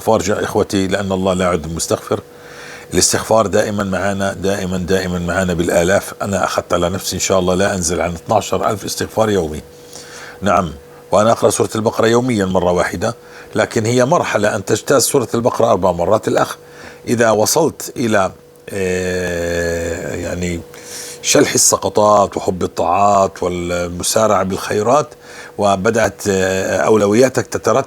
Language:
North Levantine Arabic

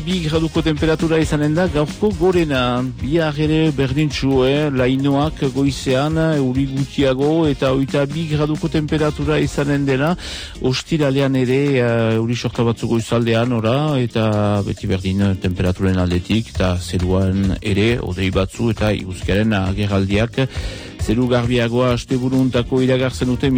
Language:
Basque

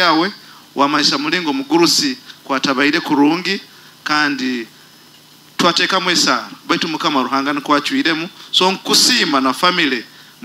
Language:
Nyoro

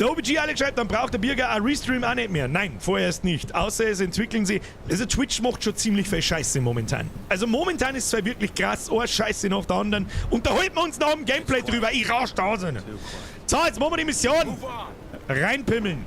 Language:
Bavarian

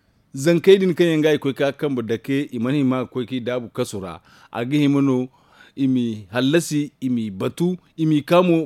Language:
Zarma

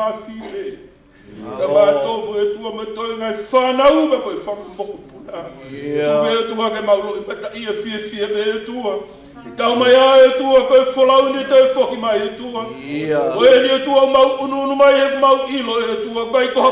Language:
Tongan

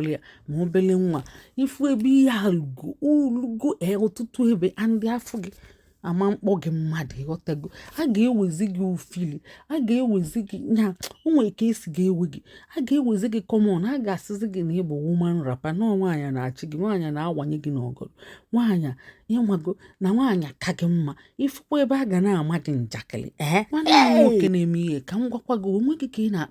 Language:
Igbo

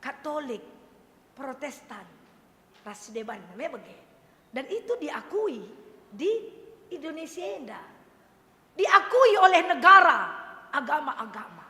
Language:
Batak Karo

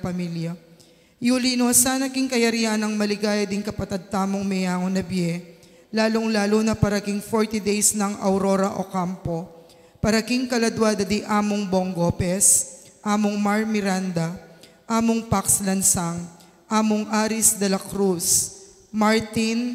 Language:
Pampanga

